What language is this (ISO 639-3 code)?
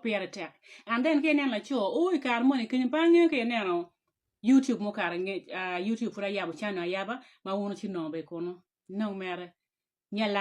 ach